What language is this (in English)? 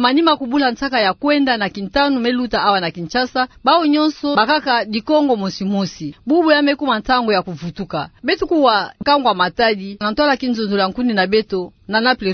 Kituba (Democratic Republic of Congo)